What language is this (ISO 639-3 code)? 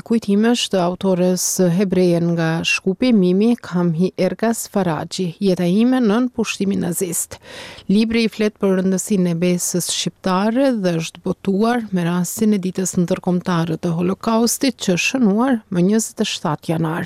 sqi